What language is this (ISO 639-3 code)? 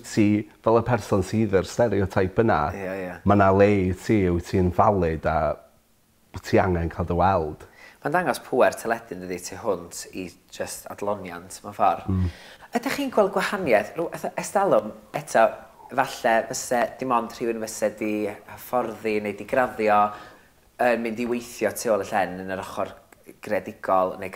cym